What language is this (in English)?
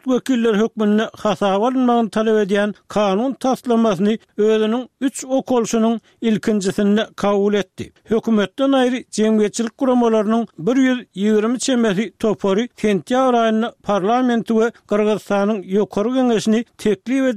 Turkmen